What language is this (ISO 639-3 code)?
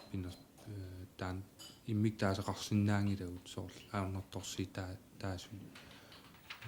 kal